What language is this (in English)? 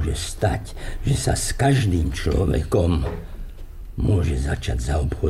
Slovak